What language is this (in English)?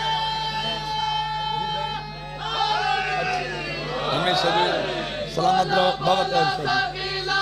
Urdu